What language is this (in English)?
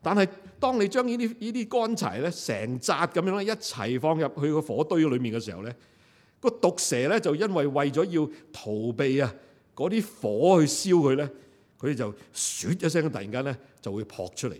Cantonese